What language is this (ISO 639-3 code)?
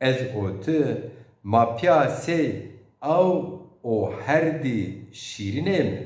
zza